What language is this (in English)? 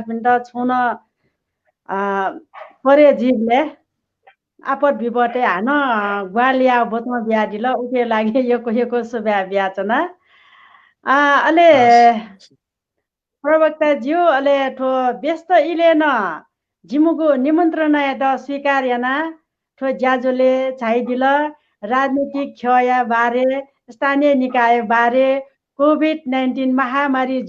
Newari